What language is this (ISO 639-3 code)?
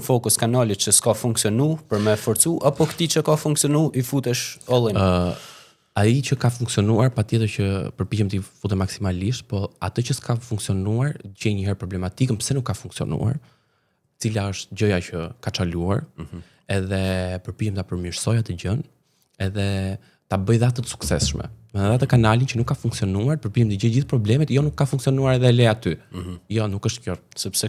sqi